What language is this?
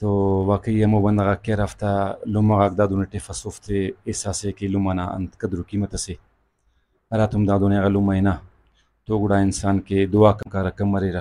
Brahui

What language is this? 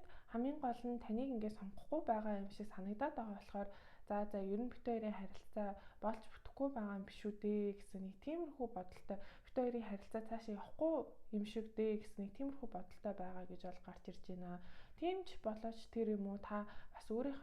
Mongolian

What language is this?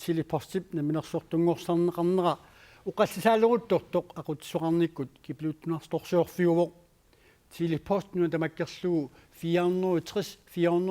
Kalaallisut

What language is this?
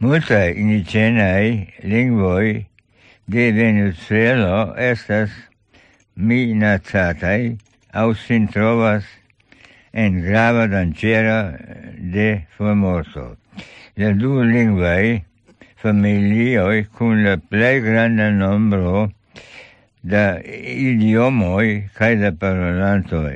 Esperanto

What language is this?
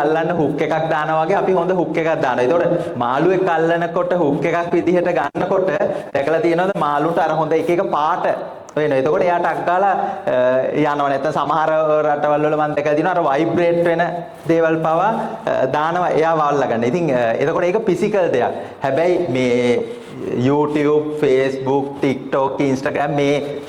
Sinhala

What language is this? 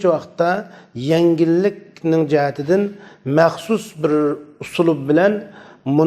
Uyghur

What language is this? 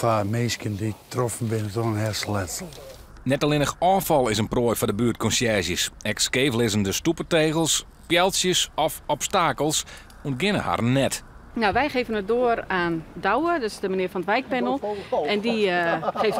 Western Frisian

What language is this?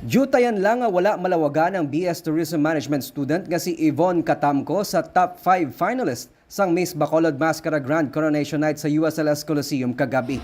Hiligaynon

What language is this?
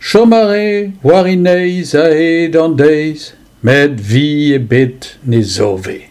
Breton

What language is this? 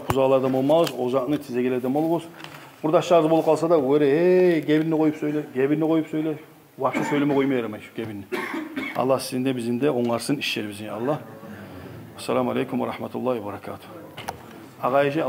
Kumyk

